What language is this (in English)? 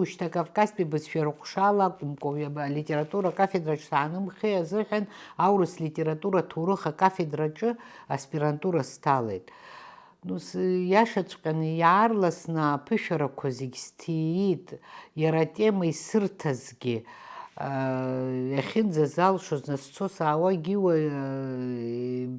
Abkhazian